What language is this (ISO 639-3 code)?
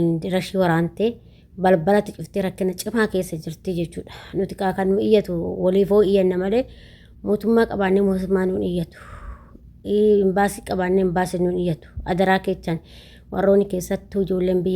orm